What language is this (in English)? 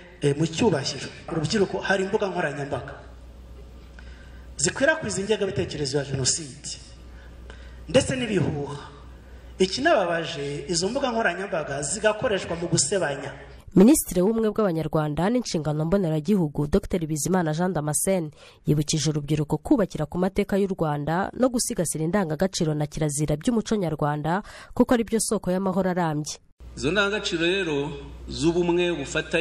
Kinyarwanda